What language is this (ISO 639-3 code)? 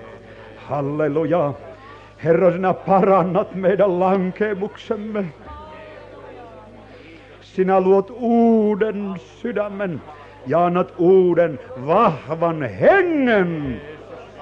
fin